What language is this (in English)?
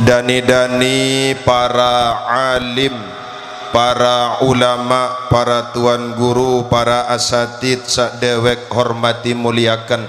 Sasak